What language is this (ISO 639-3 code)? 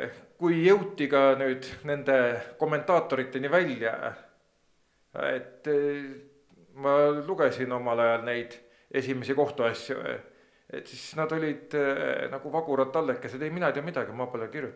est